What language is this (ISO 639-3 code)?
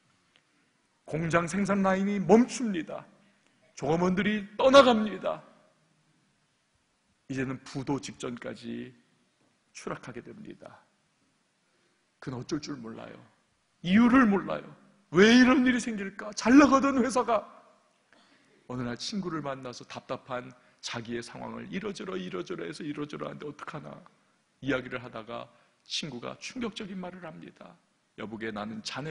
kor